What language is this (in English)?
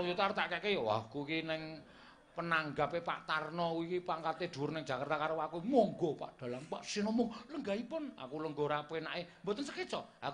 Javanese